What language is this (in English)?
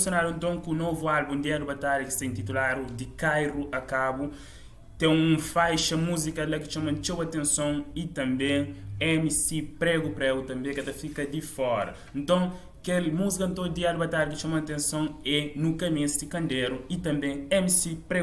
Kabuverdianu